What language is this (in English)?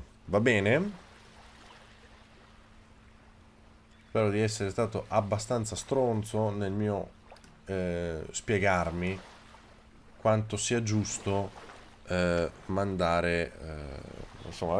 Italian